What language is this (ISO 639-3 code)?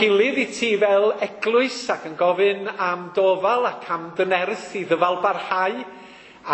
cym